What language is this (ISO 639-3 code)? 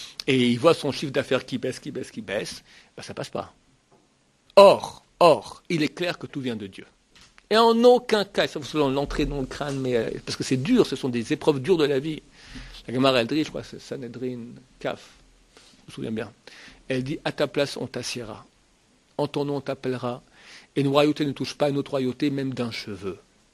fra